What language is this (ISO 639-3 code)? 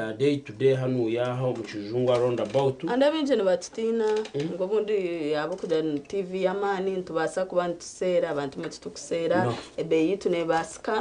nyn